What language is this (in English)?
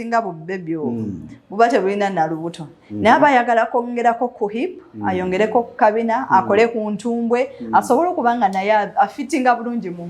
Ganda